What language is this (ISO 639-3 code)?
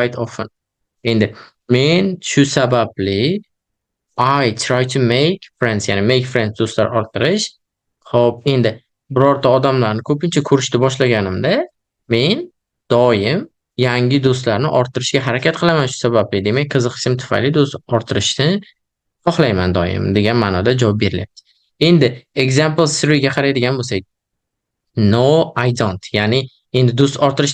uzb